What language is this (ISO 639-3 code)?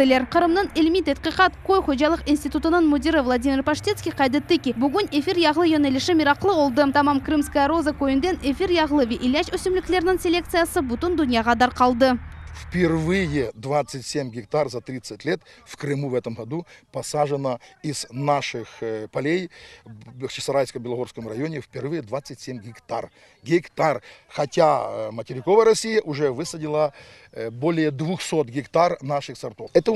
crh